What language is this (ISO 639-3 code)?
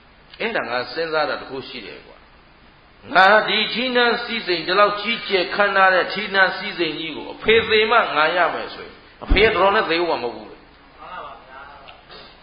mya